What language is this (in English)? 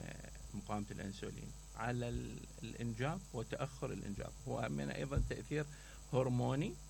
Mesopotamian Arabic